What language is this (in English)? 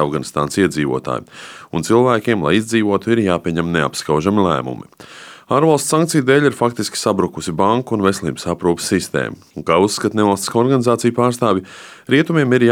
Latvian